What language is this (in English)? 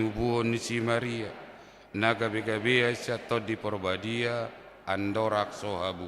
Batak Toba